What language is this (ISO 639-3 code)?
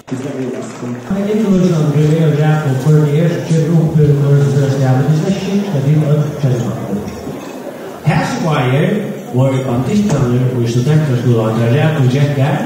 fao